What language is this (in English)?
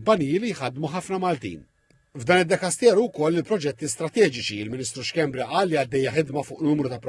Maltese